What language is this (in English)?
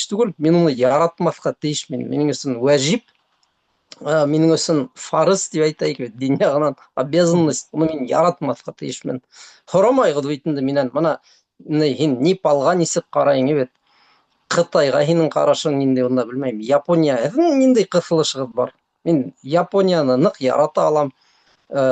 Bashkir